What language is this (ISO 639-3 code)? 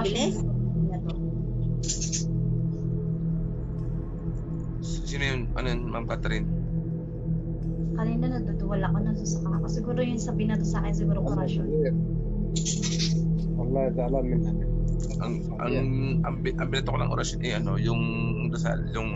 fil